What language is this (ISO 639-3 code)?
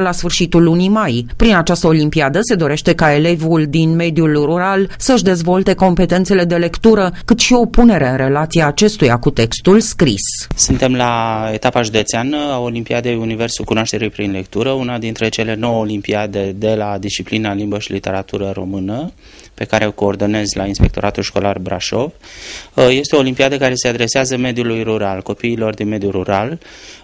ron